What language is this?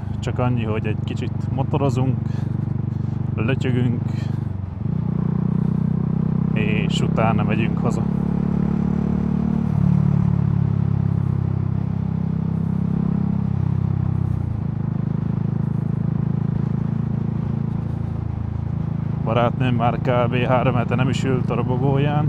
Hungarian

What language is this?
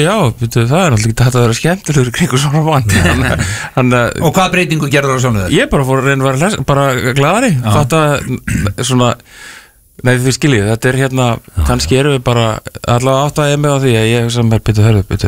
Icelandic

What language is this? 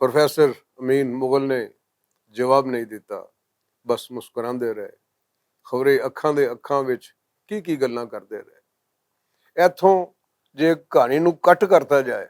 Western Panjabi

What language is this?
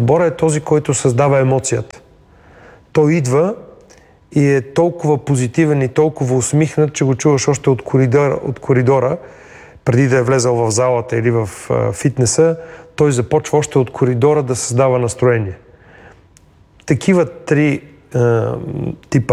Bulgarian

